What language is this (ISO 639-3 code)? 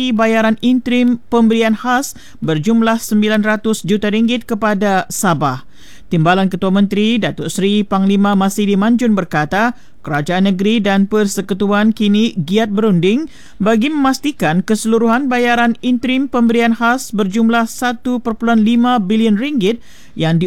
msa